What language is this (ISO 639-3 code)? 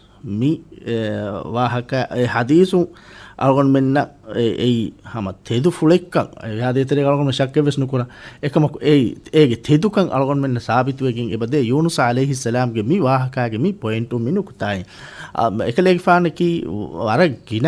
div